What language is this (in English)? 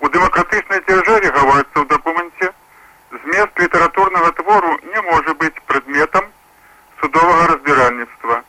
Belarusian